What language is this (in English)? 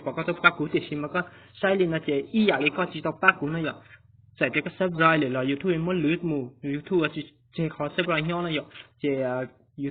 Hmong